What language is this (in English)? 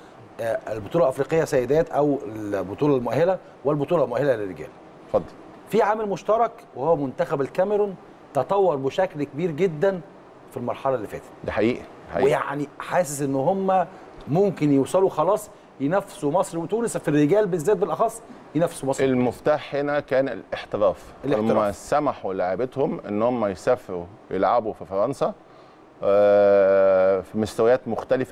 Egyptian Arabic